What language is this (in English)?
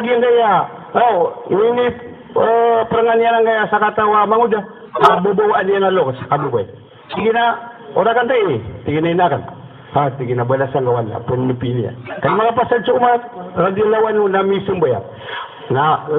Maranao